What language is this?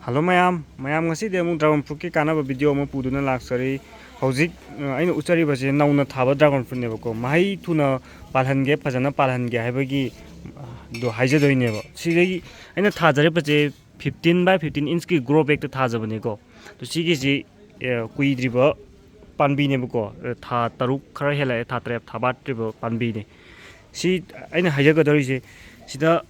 Manipuri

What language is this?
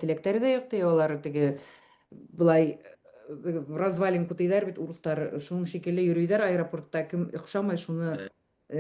Bashkir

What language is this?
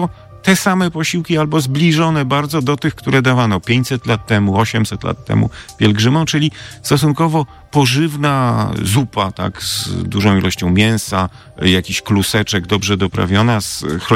Polish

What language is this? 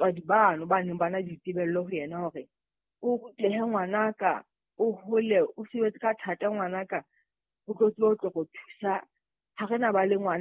Southern Sotho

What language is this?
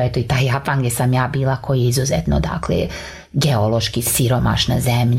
Croatian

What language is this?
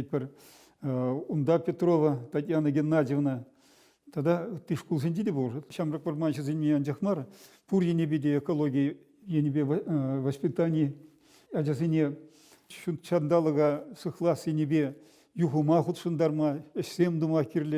Chuvash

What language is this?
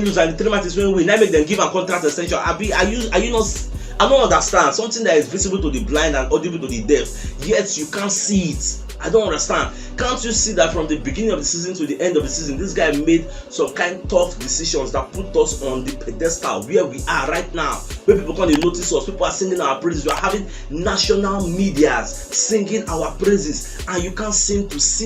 Nigerian Pidgin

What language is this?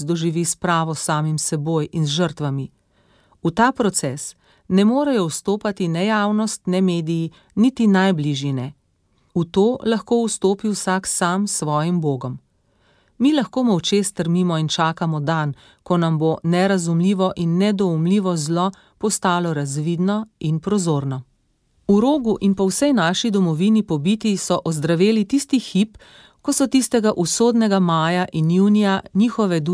Slovenian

